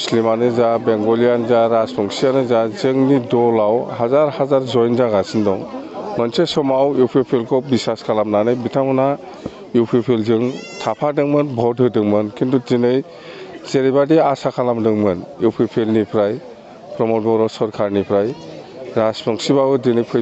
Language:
Bodo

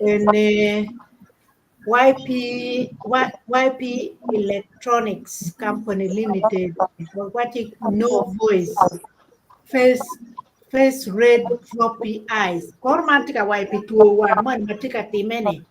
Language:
Acoli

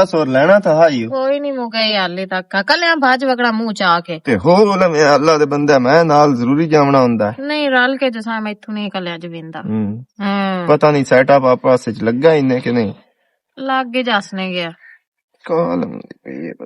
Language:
Western Panjabi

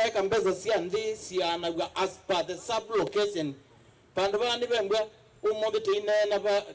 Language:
Kamba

